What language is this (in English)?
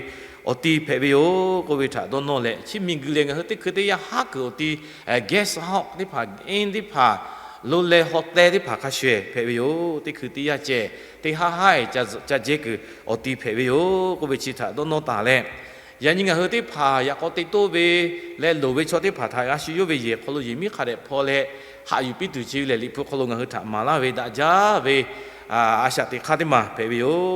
Lahu